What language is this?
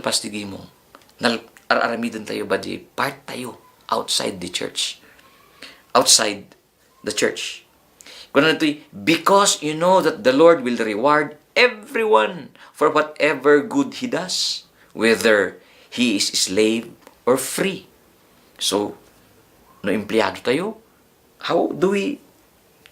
Iloko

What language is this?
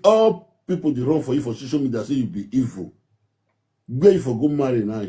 Nigerian Pidgin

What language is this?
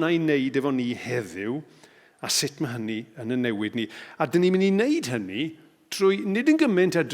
Welsh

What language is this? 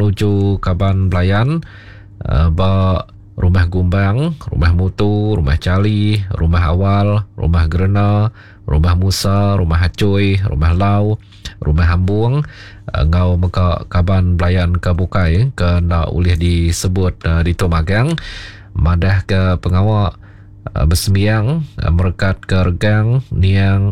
Iban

